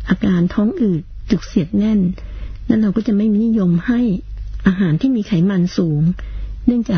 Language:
Thai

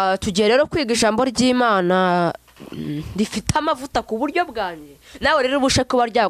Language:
Kinyarwanda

